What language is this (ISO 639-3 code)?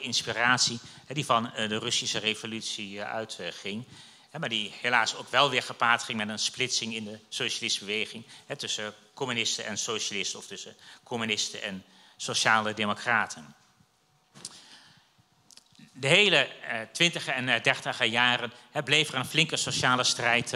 nld